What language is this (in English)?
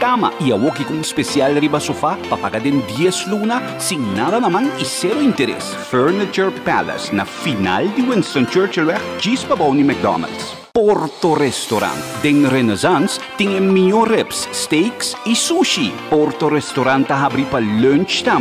Papiamento